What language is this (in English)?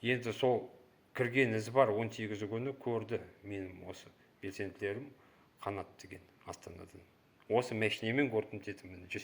Kazakh